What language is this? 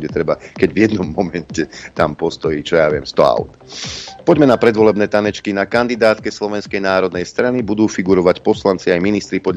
Slovak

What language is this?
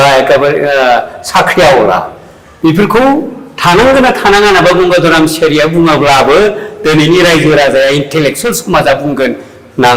Bodo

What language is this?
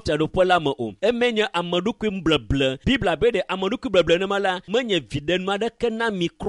Ewe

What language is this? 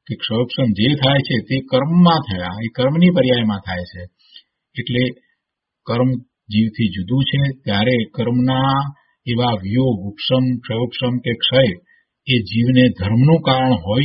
Gujarati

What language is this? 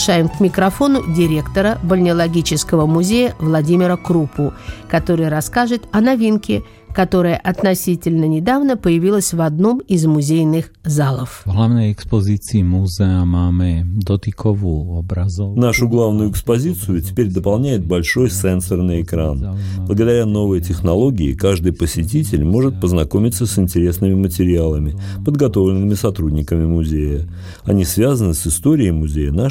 Russian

